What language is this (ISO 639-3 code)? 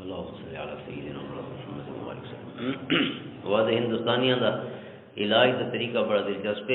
lah